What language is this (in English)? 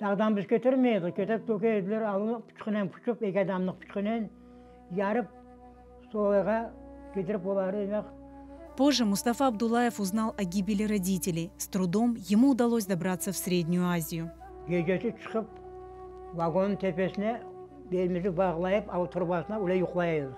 Crimean Tatar